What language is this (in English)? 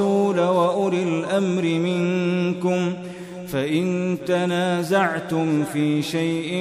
Arabic